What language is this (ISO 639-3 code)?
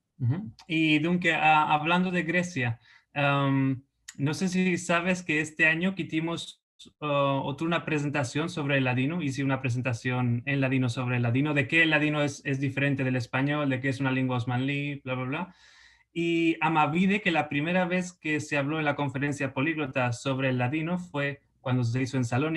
lad